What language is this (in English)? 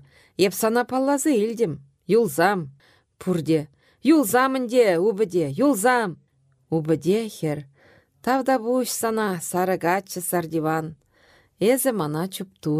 Chuvash